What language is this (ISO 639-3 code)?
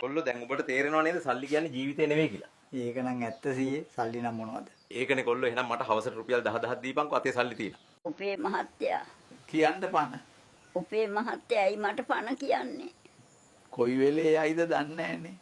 sin